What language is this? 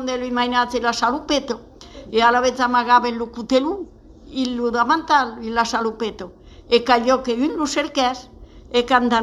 Occitan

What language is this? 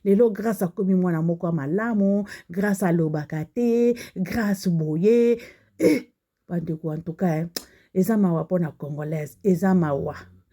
Lingala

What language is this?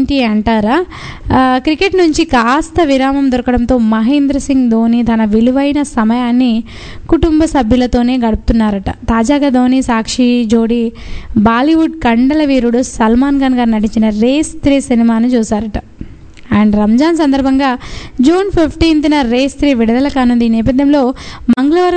Telugu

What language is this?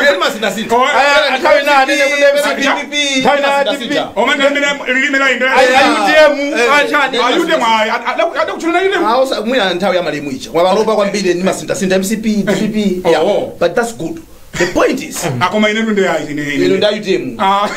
Nyanja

